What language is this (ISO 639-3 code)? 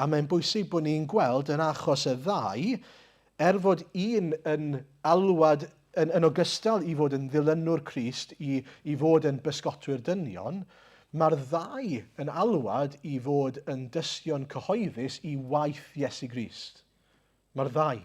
cym